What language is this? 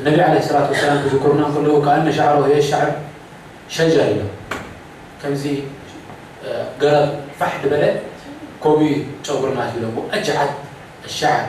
Tigrinya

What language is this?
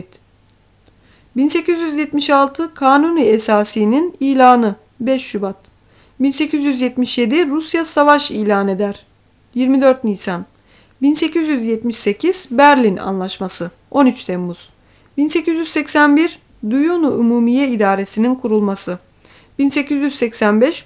Turkish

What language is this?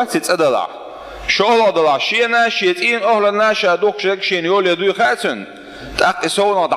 Chechen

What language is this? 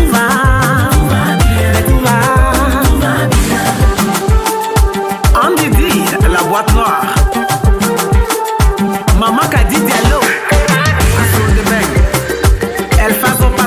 French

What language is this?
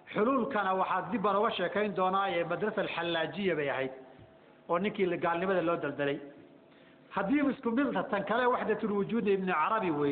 Somali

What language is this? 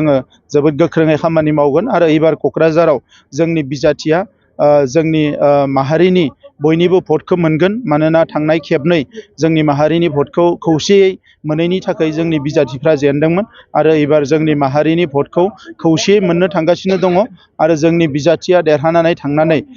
Bodo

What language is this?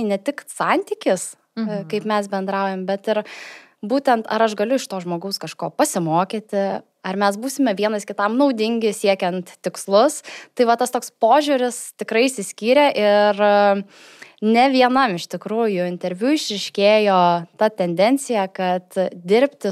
Lithuanian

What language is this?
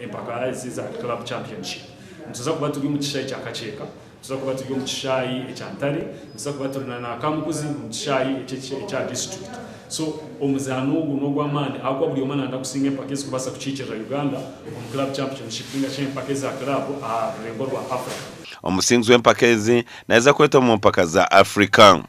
Nyankole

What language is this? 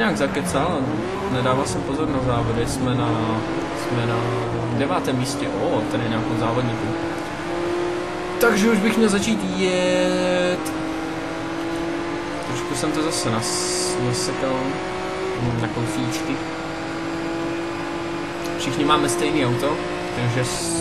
Czech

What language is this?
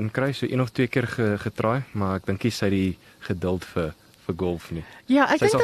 Afrikaans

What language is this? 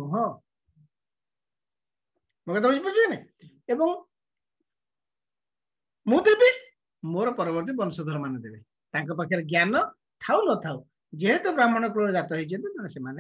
Odia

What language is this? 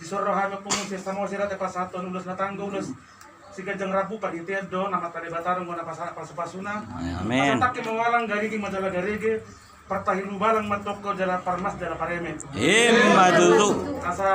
Batak Toba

